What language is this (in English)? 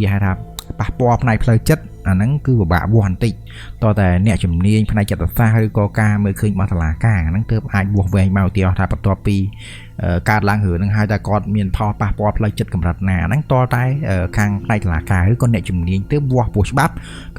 Khmer